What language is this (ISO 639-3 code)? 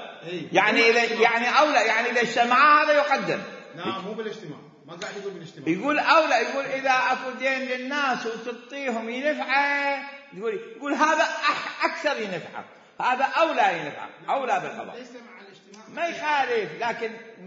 acm